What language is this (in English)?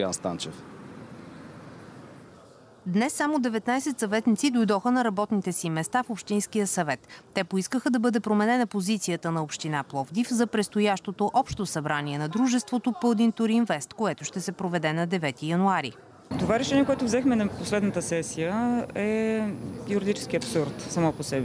Bulgarian